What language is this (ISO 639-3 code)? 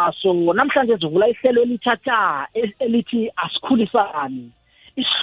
nbl